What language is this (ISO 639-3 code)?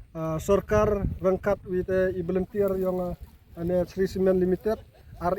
kha